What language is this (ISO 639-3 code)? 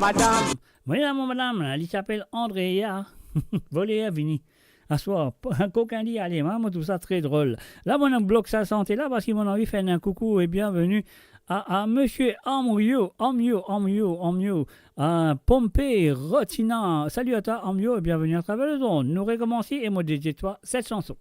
mfe